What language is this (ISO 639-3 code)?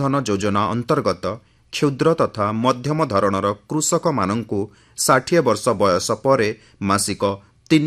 ori